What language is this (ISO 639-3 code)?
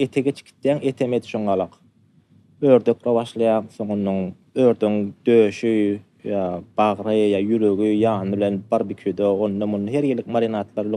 tuk